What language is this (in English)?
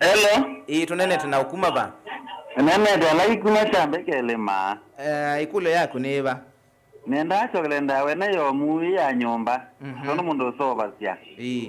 Kamba